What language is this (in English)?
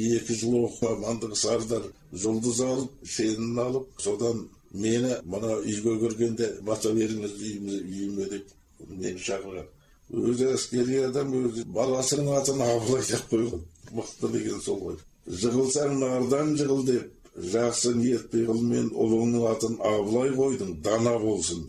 Kazakh